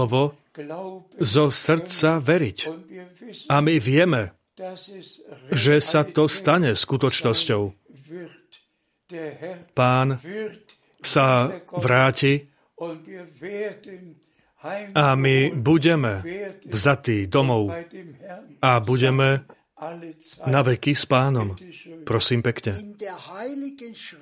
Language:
Slovak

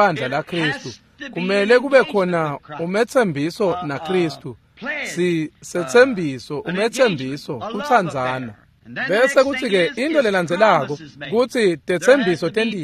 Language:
Swati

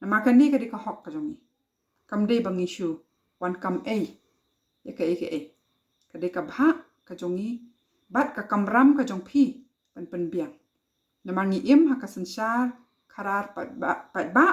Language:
Khasi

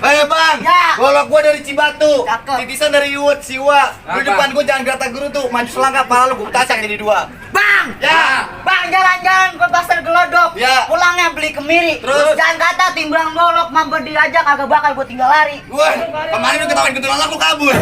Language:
Betawi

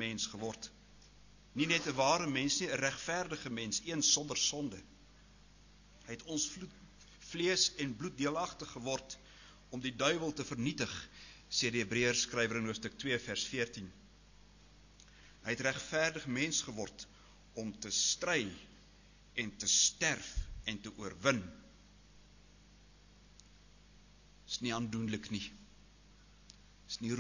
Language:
Afrikaans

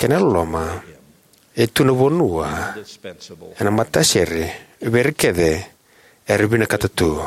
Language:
Fijian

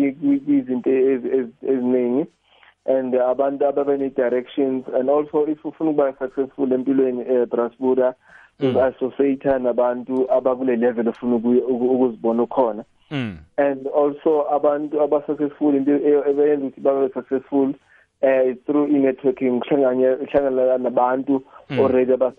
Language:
South Ndebele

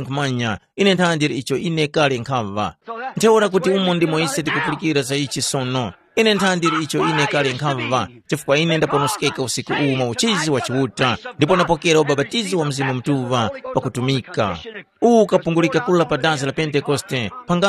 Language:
Tumbuka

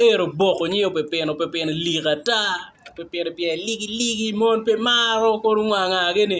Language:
Acoli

